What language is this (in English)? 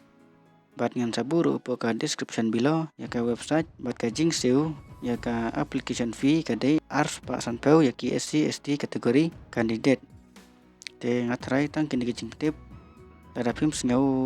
Khasi